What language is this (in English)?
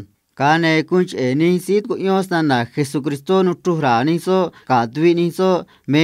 Copala Triqui